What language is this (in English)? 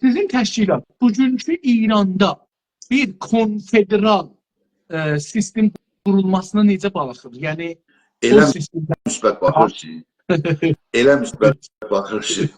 South Azerbaijani